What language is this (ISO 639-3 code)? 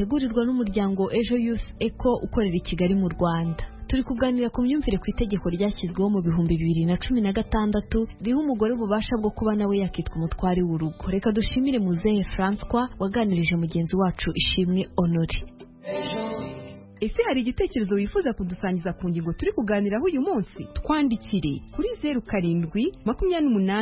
kin